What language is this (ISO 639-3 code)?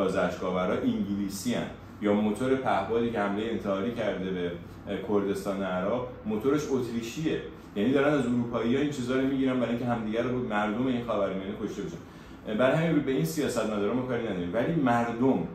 fas